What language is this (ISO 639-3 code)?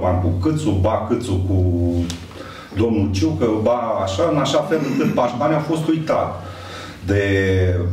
ron